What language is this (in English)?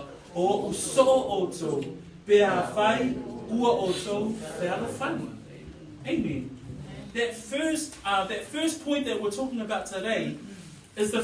Samoan